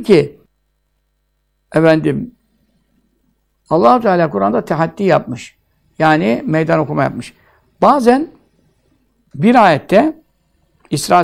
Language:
Turkish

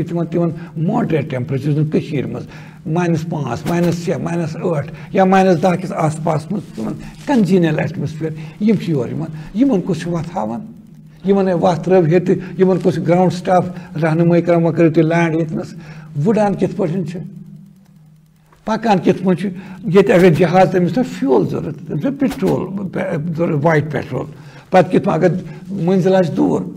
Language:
Kashmiri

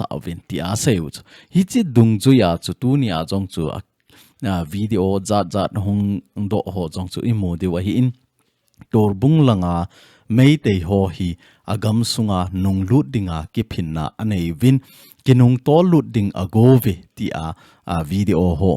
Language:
Thado Chin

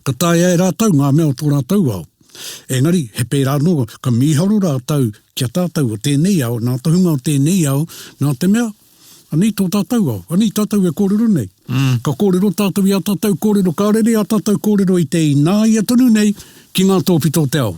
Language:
Māori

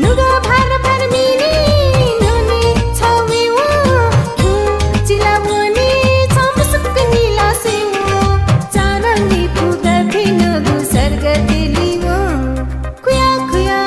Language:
Newari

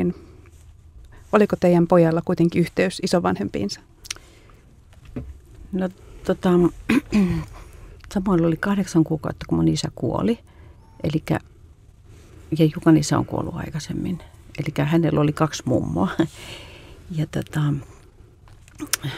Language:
Finnish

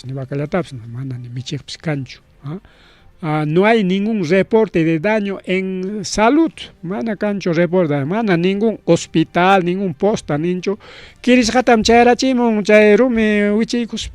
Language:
Ayacucho Quechua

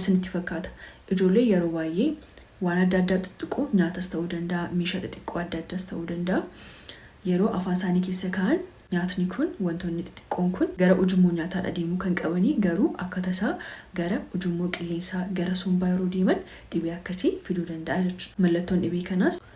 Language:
Oromo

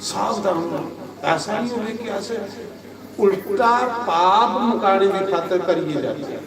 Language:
Dogri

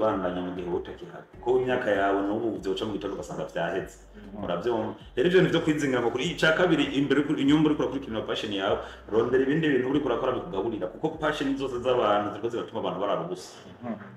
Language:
Rundi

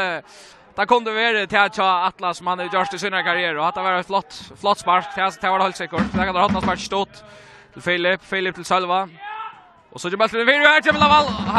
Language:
Faroese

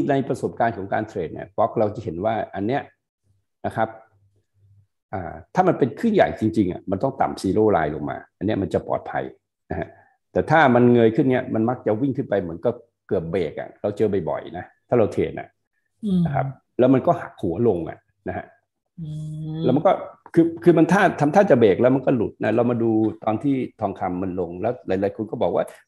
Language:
Thai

